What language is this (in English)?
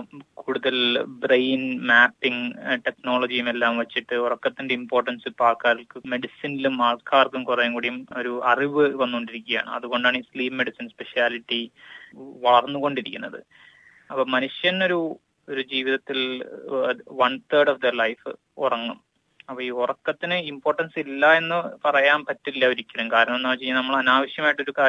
Malayalam